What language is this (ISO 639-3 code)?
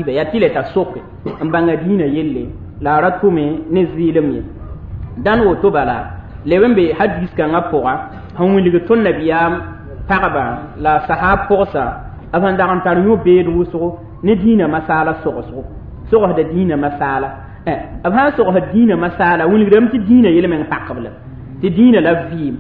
mos